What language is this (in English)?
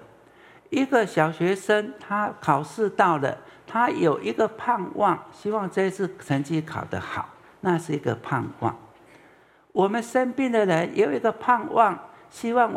Chinese